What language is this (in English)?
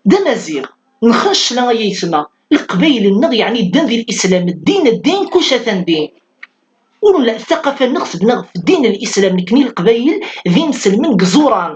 Kabyle